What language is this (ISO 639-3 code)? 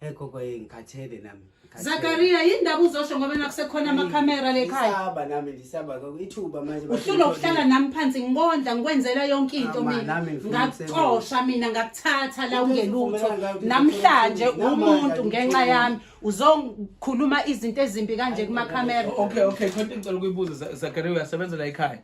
zul